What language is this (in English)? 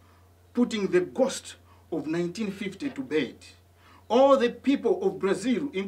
English